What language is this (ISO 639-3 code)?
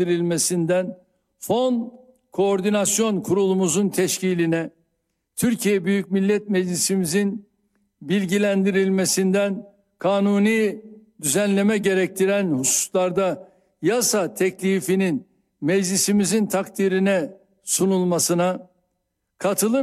tur